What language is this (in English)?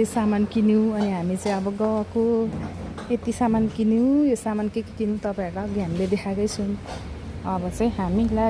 Nepali